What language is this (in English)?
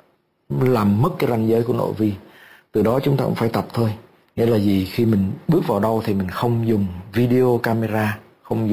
Vietnamese